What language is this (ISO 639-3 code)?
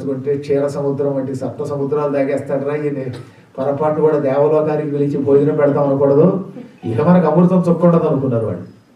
tel